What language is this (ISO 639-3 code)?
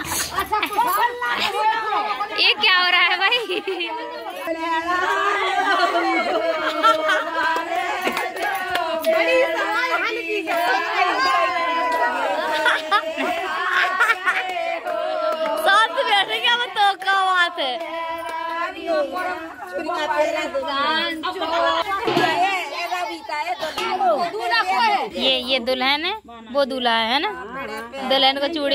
hin